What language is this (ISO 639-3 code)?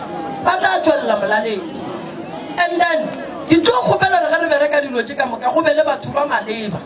nso